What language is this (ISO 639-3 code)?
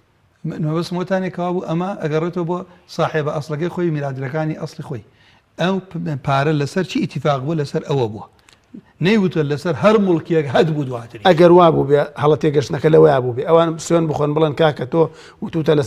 ckb